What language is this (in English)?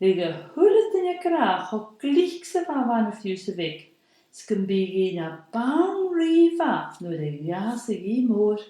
Scottish Gaelic